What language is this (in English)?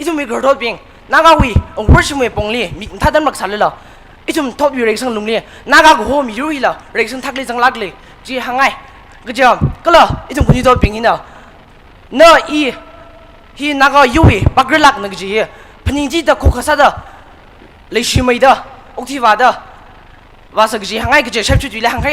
Tangkhul Naga (India)